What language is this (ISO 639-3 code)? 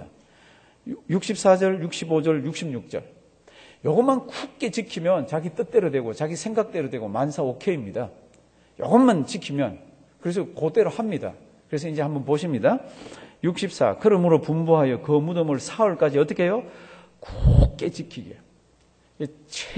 kor